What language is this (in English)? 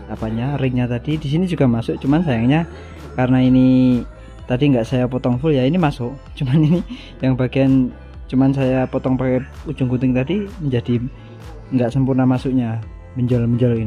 Indonesian